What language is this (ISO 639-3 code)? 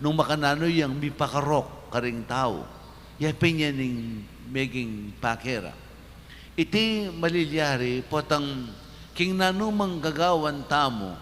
pam